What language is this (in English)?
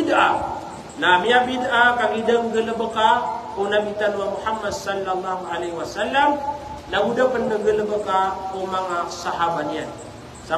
Maranao